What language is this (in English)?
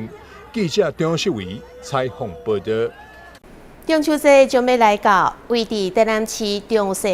Min Nan Chinese